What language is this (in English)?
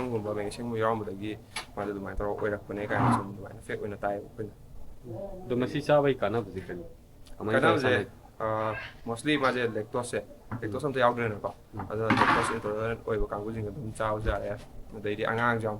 Manipuri